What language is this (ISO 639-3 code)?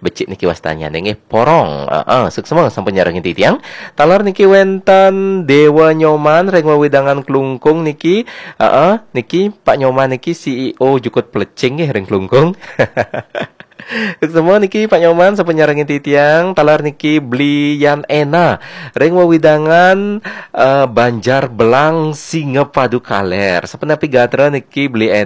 ban